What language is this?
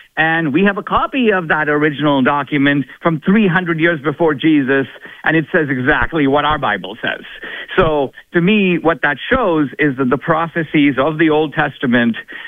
English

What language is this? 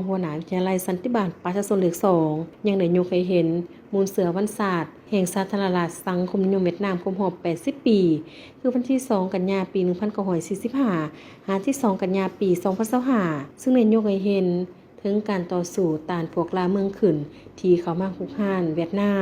Lao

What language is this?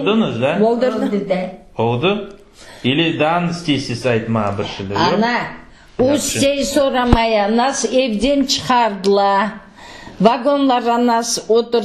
Crimean Tatar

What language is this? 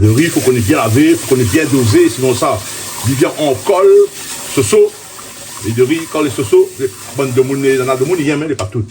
Réunion Creole French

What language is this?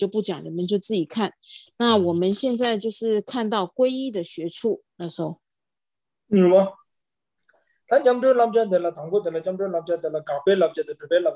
Chinese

